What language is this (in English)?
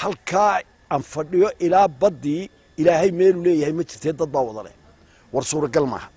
Somali